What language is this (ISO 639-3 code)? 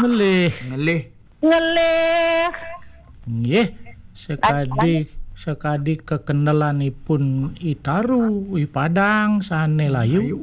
ban